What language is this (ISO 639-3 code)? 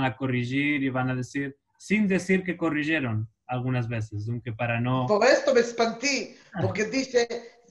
lad